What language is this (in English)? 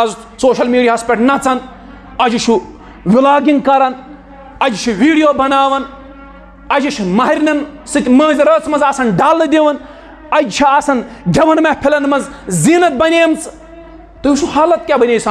Kashmiri